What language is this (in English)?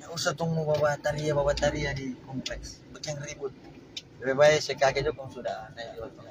Manado Malay